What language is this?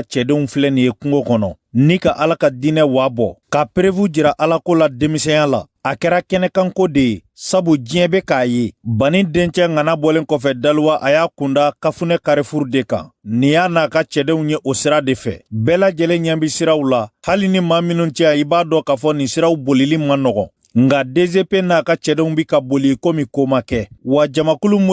Bambara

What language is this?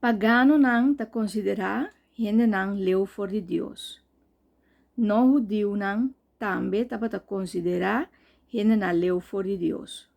Papiamento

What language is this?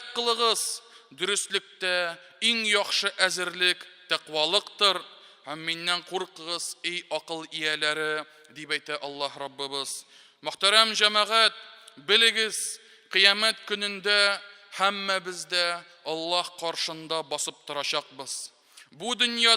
Tatar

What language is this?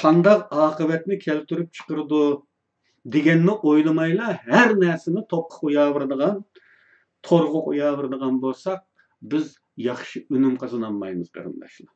Uyghur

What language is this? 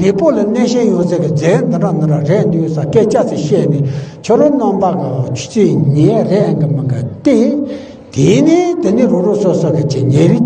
Tibetan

